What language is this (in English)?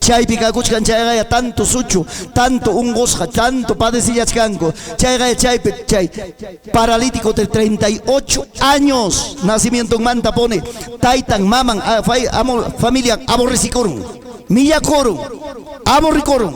Ayacucho Quechua